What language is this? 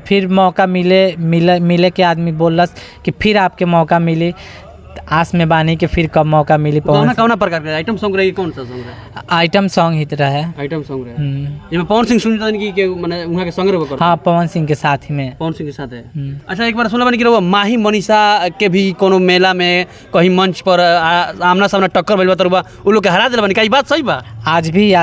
Bhojpuri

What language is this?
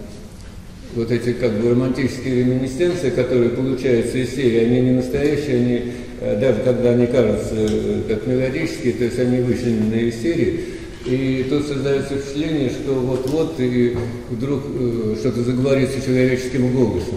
Russian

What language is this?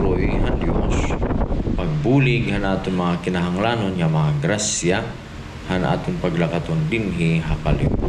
Waray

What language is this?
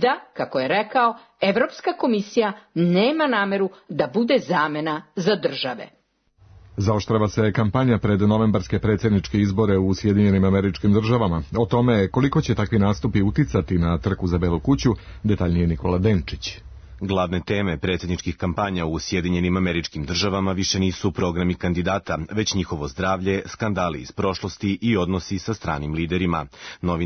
Serbian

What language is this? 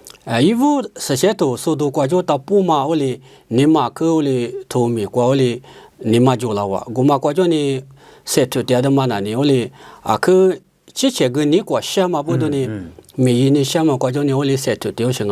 Lisu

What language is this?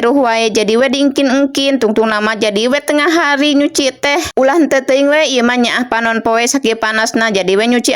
Sundanese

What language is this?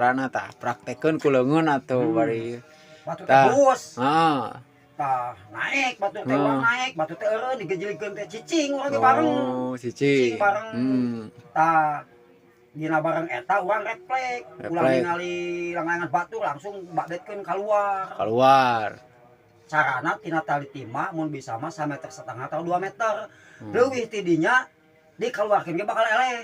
Sundanese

